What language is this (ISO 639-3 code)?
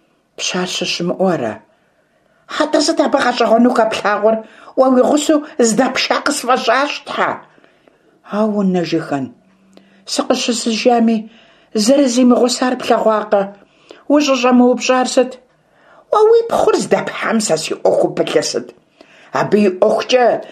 kbd